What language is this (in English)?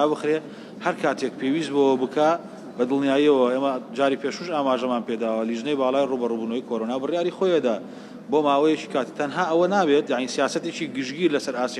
Central Kurdish